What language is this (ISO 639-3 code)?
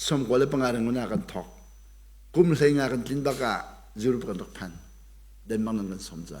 cnh